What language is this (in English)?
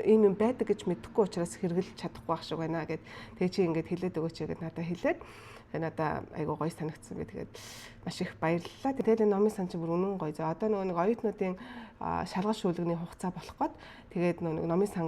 Mongolian